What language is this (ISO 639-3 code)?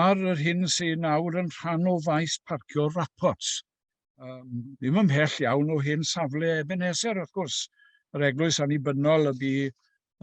cym